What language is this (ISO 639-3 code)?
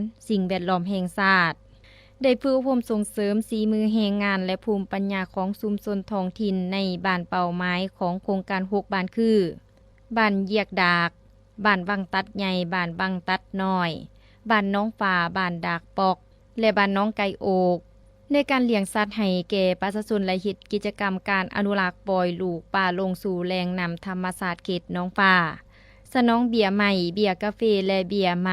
lao